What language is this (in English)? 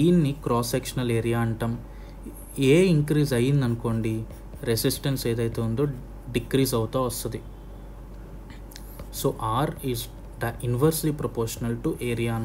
Telugu